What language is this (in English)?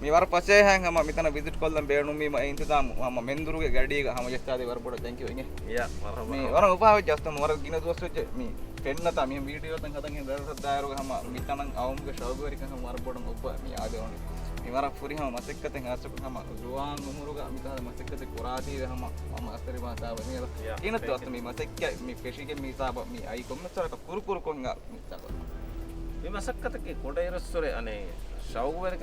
Divehi